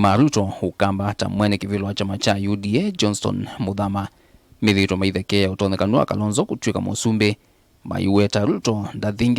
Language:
Kamba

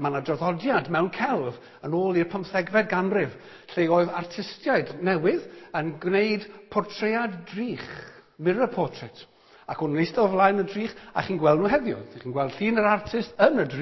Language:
Welsh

